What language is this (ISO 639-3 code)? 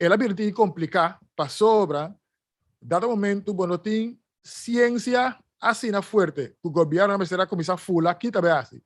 pap